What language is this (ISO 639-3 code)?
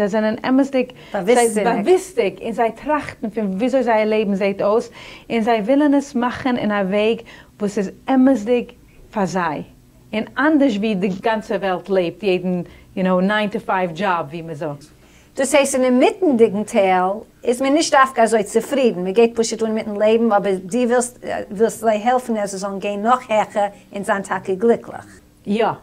yid